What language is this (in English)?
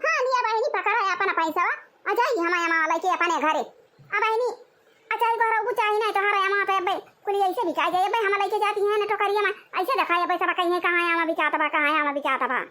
Awadhi